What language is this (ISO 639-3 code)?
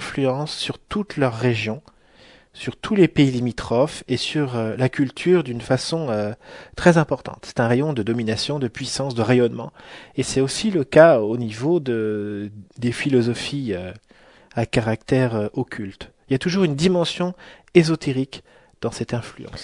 fra